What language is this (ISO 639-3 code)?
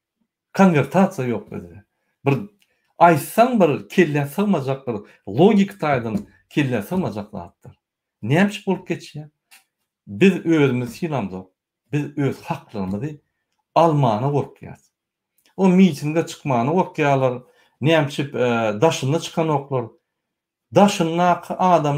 tuk